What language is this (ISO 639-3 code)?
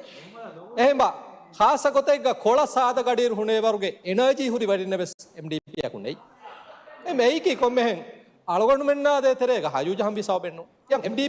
div